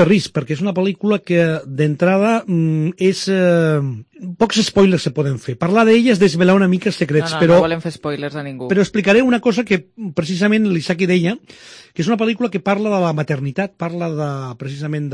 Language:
Catalan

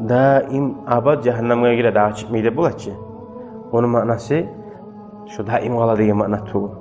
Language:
Kumyk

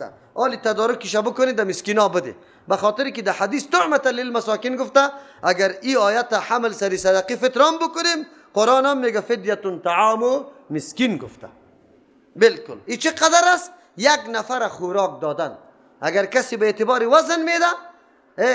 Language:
Persian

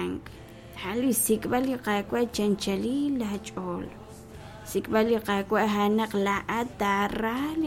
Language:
Kekchí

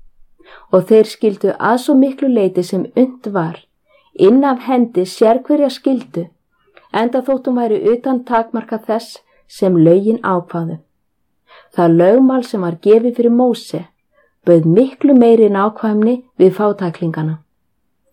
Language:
Icelandic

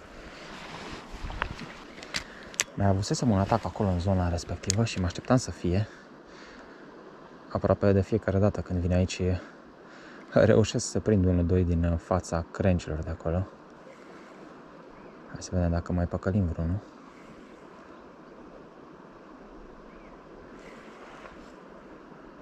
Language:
Romanian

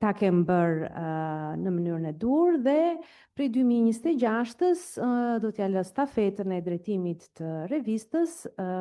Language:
Albanian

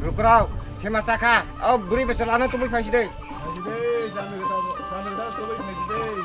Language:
Kok Borok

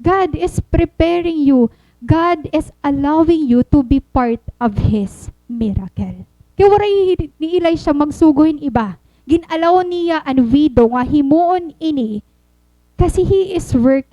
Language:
Waray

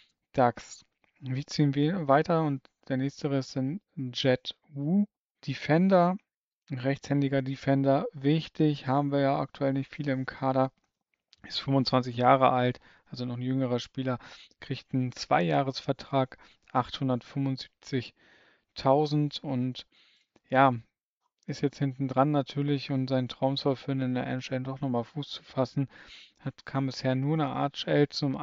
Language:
German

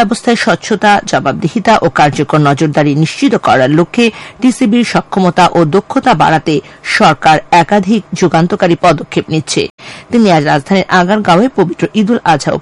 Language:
Bangla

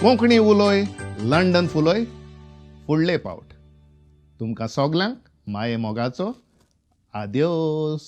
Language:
Konkani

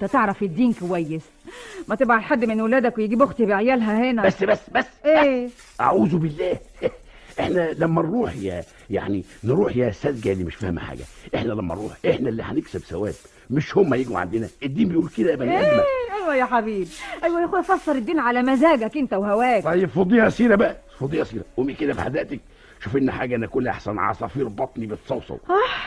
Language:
Egyptian Arabic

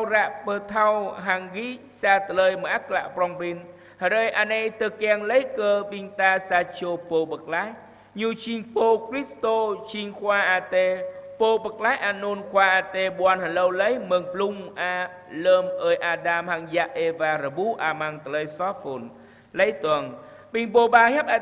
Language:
Jarai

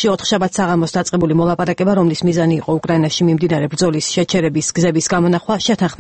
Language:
Georgian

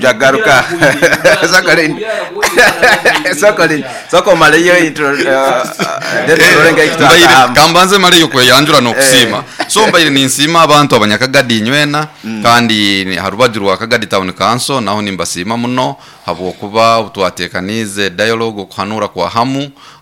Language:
Nyoro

